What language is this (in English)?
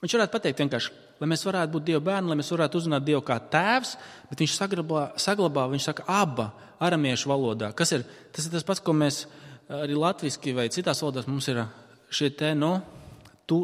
Latvian